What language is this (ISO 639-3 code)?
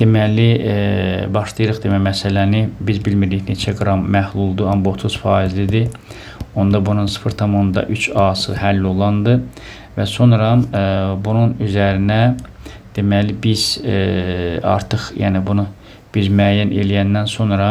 aze